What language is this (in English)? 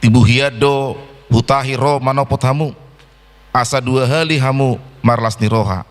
Batak Toba